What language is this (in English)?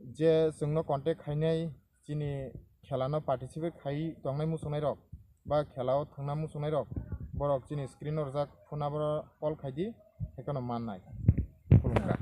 Kok Borok